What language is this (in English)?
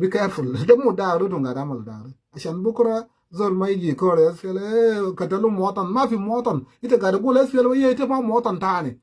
Sudanese Creole Arabic